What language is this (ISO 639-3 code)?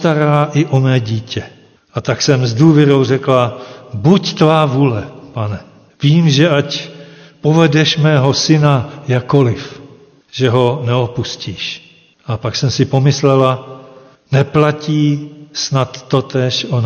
ces